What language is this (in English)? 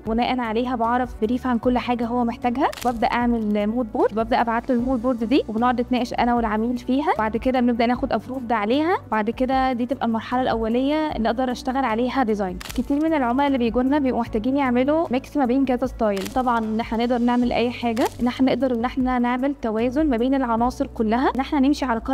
Egyptian Arabic